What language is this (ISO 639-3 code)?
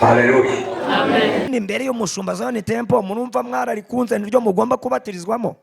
kin